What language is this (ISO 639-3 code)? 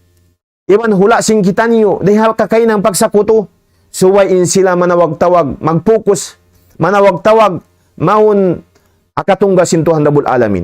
tsg